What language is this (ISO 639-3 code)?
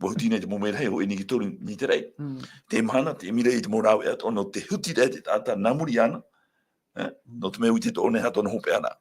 tah